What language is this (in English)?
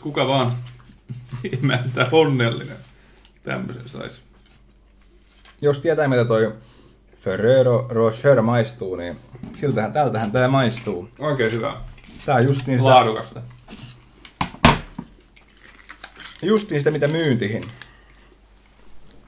Finnish